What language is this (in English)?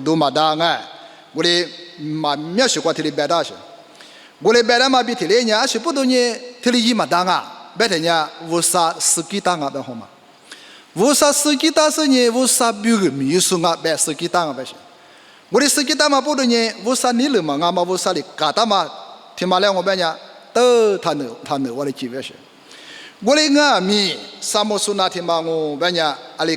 Lisu